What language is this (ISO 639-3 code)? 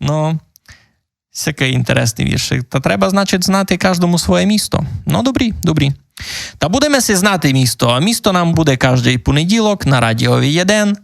rue